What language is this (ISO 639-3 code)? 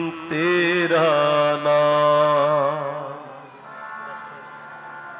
pan